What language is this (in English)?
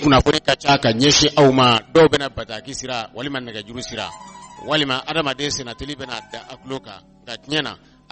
Bambara